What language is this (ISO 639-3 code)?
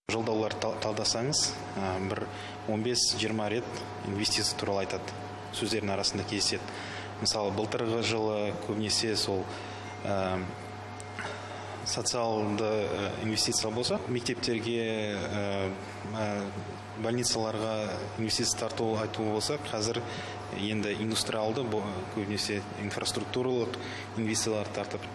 kaz